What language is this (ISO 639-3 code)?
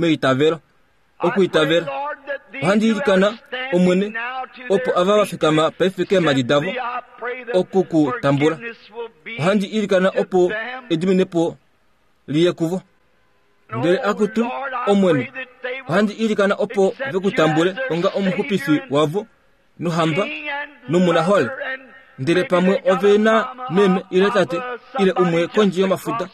kua